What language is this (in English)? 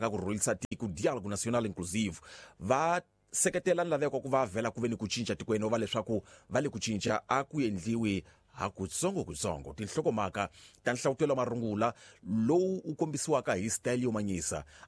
Tsonga